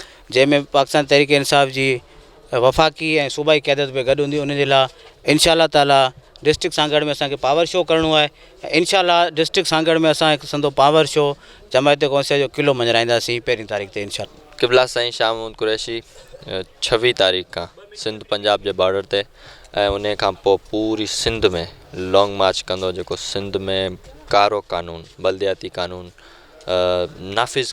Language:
Sindhi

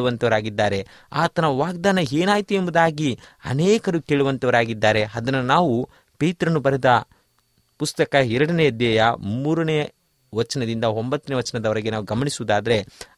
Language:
Kannada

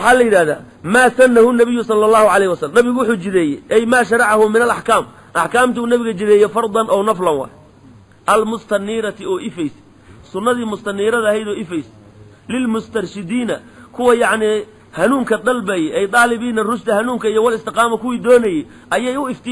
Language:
Somali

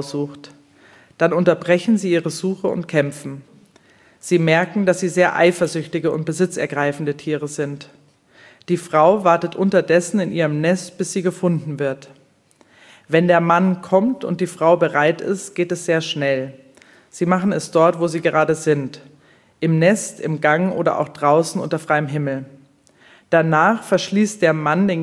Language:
German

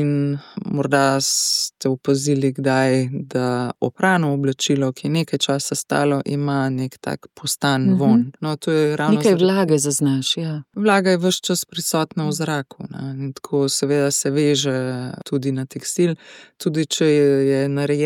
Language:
Slovenian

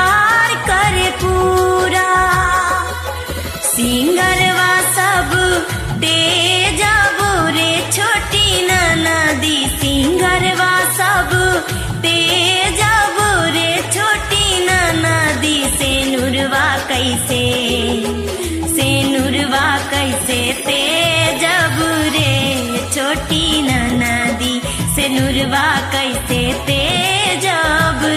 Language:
Bhojpuri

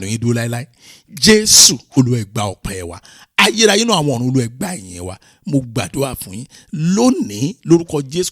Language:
Yoruba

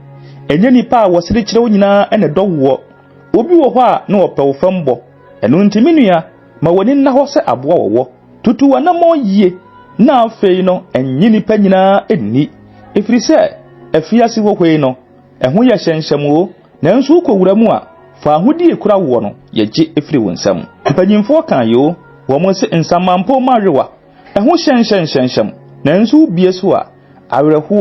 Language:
Akan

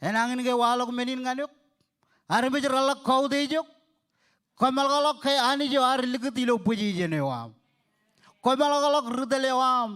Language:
Marshallese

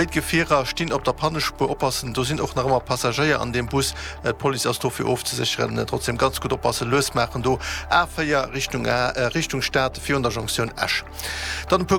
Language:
Luxembourgish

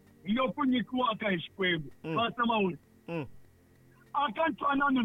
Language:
Tsonga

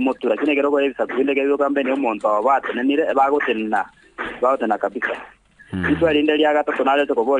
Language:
Gusii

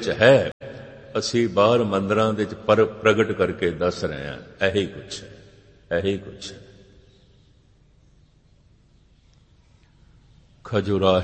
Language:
Punjabi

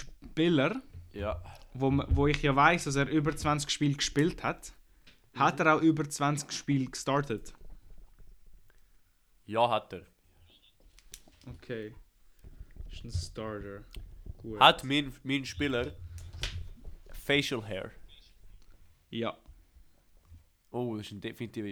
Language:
German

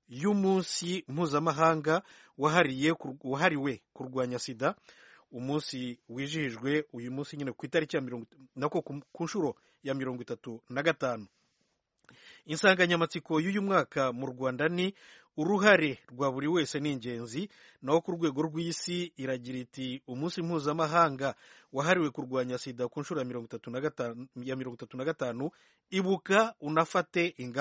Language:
Kinyarwanda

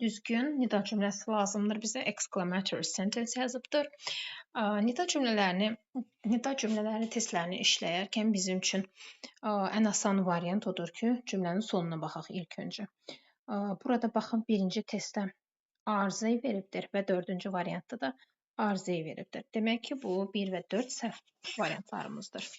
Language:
Azerbaijani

